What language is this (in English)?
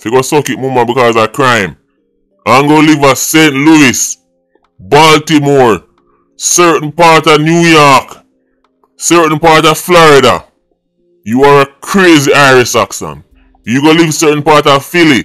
Jamaican Creole English